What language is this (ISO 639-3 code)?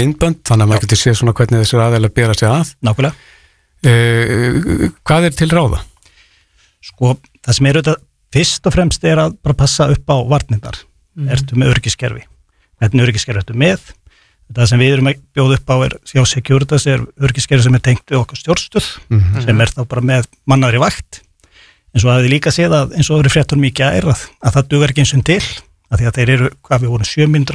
isl